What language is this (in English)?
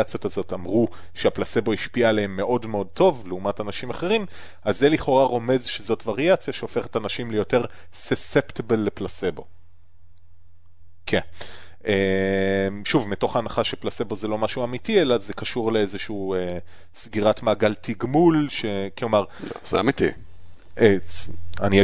Hebrew